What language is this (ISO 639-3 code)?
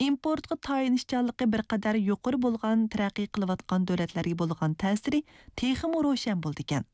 uig